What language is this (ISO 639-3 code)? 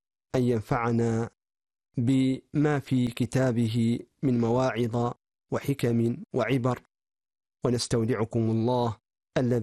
ara